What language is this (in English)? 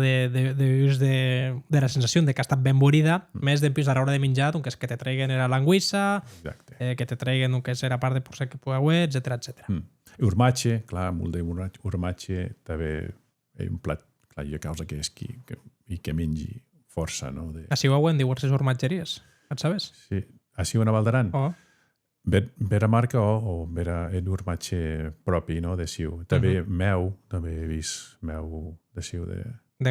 Occitan